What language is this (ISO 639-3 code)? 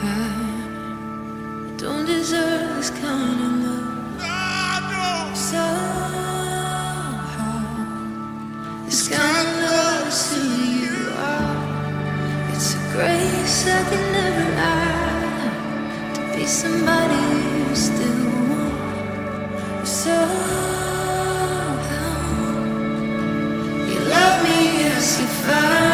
eng